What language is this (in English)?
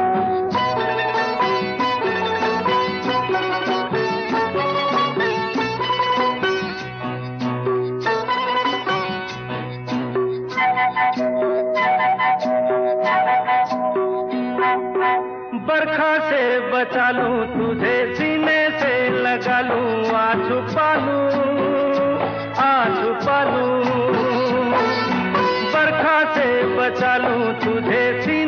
Hindi